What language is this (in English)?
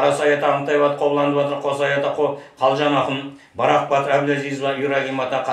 Kazakh